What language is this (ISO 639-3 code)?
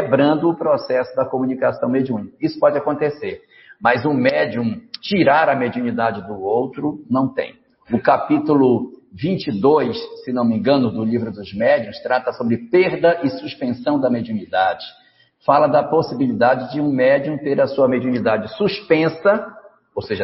por